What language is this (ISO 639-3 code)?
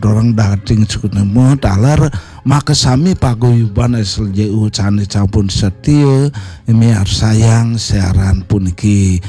ban